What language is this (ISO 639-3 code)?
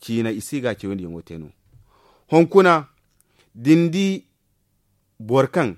dje